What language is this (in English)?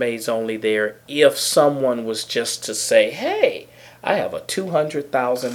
English